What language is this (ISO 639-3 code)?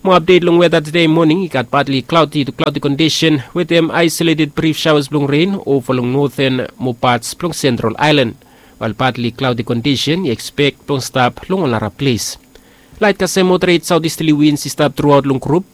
bis